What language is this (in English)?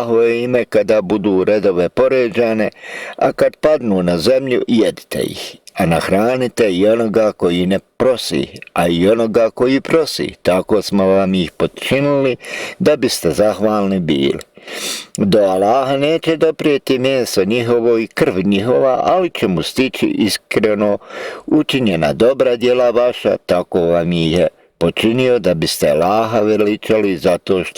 Bosnian